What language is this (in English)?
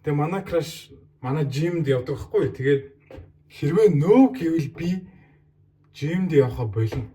Mongolian